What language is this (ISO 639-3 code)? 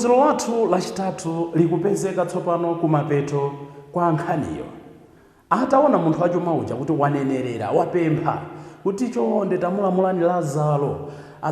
nya